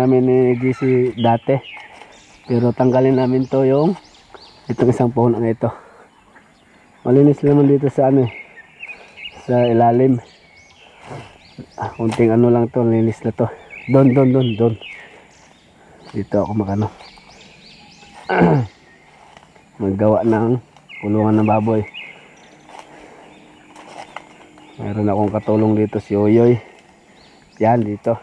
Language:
Filipino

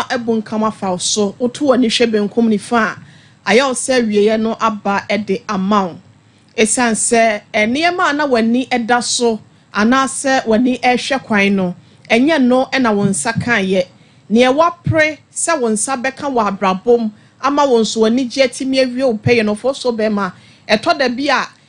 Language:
Akan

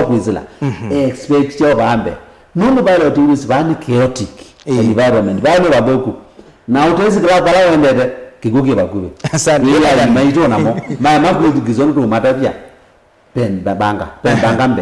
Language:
Kamba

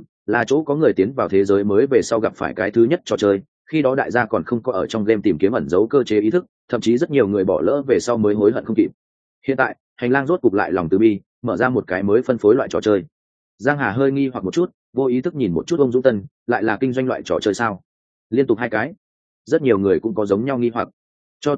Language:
Vietnamese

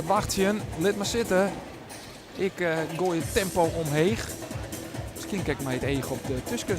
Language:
Western Frisian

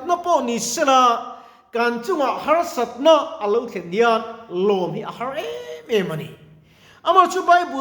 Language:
Mizo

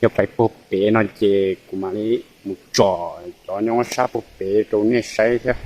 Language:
Hmong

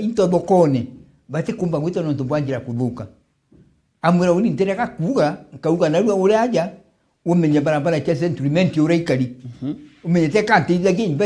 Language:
Meru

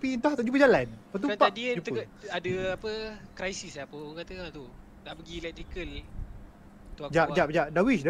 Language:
Malay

